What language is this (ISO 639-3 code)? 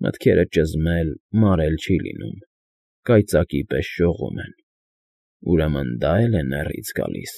hye